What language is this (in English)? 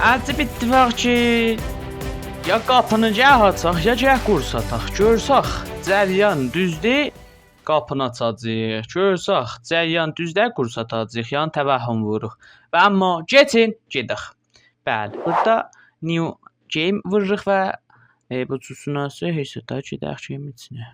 South Azerbaijani